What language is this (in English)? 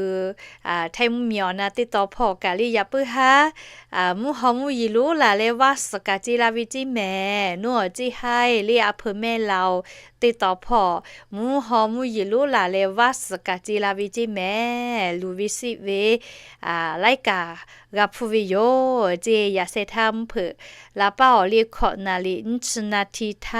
Lahu